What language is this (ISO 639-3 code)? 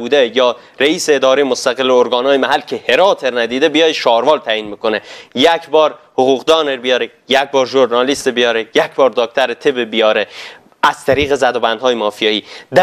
fas